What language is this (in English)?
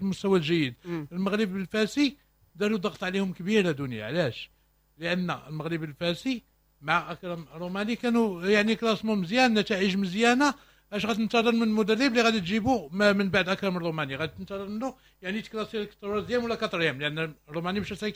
Moroccan Arabic